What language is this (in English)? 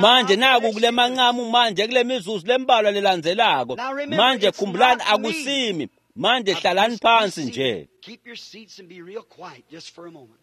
Swati